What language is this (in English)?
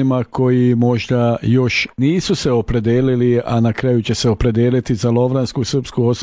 Croatian